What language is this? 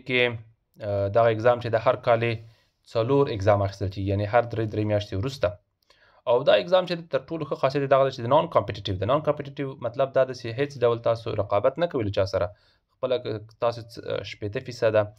Pashto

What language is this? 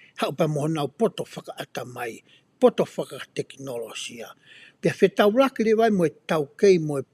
Tongan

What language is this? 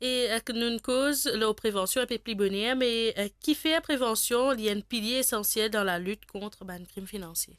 Morisyen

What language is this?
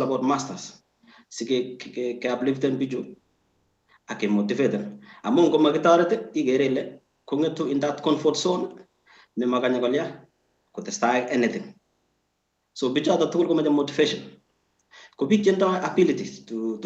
Kalenjin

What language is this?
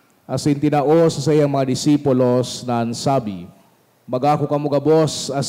Bikol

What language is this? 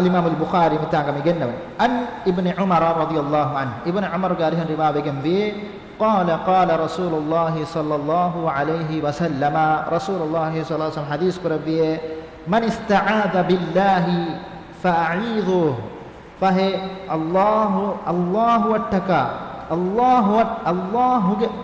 Divehi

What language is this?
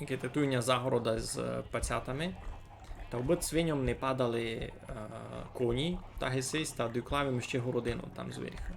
Rusyn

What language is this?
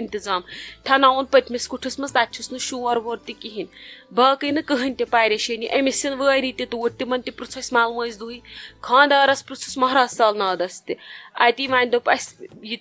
Kashmiri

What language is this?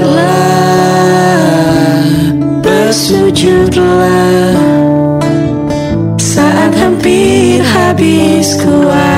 Indonesian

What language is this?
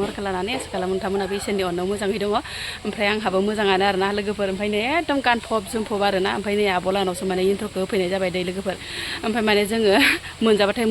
Bodo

